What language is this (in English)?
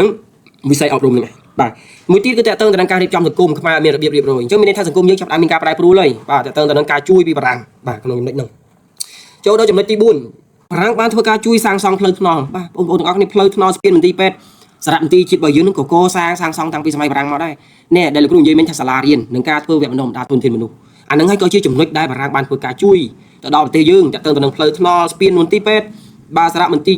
Khmer